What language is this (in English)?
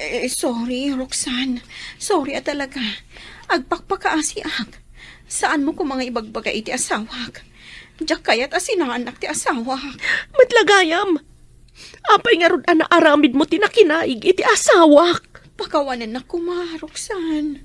Iloko